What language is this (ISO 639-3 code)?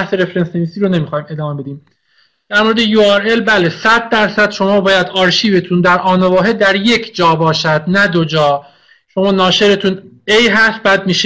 fas